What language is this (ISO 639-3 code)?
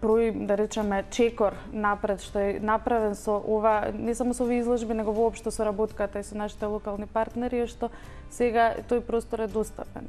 mkd